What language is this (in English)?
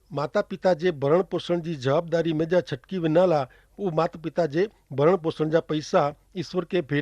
Kachhi